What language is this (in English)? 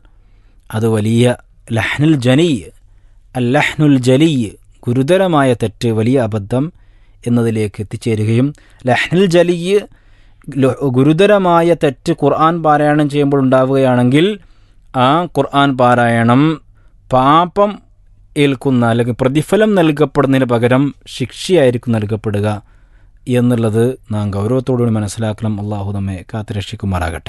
Malayalam